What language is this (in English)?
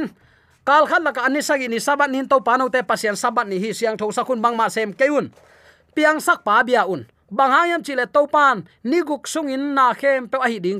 Tedim Chin